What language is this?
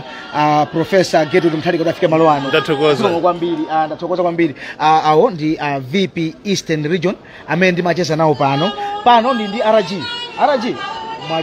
Nyanja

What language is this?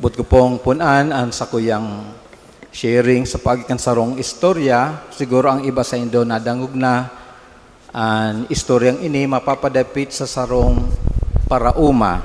Bikol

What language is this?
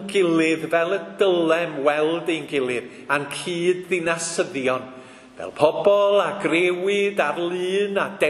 Welsh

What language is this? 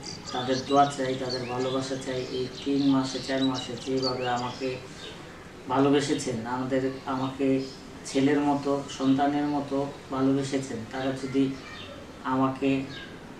Bangla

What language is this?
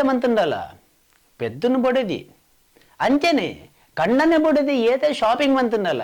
Tulu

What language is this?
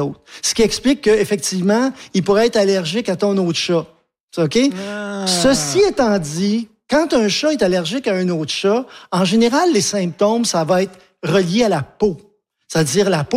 French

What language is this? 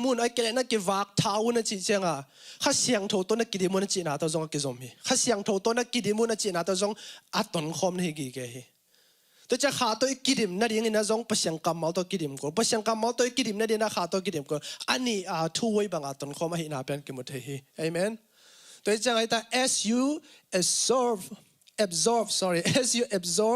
Tedim Chin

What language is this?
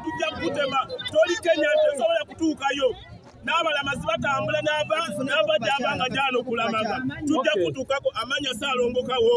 Ganda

